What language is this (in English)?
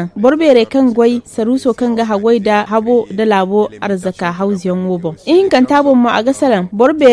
Zarma